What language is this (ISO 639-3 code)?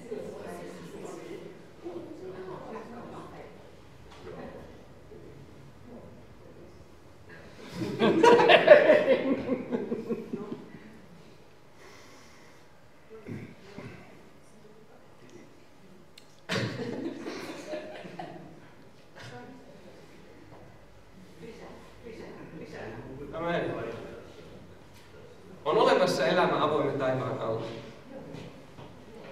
fin